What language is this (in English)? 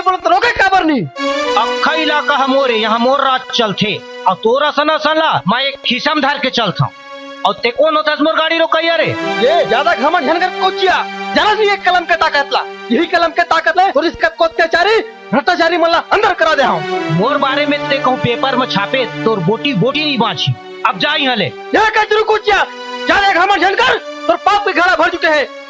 Chhattisgarhi